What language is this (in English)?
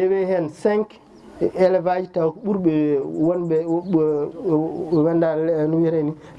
Fula